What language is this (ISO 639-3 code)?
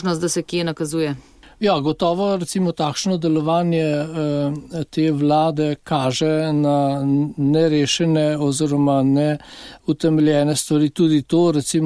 slv